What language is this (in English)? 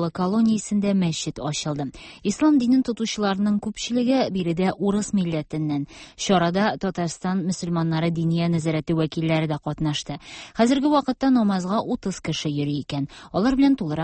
Tatar